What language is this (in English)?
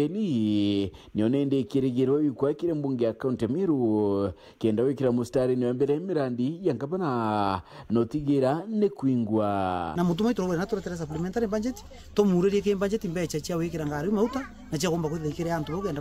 Meru